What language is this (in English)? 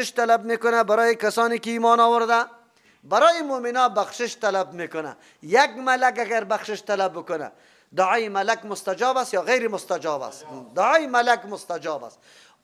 Persian